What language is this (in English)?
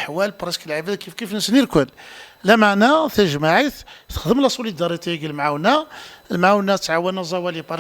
Kabyle